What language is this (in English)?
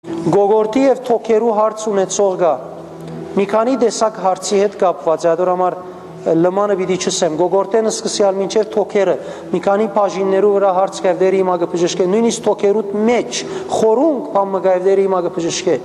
Western Armenian